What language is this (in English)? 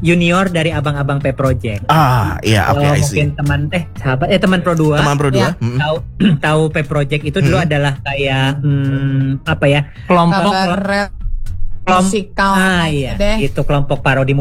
Indonesian